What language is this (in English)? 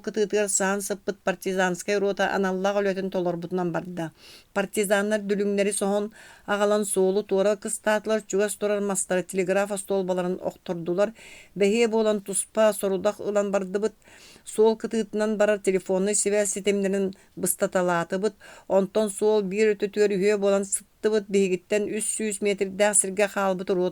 Yakut